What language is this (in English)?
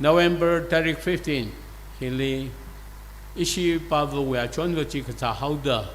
Tangkhul Naga (India)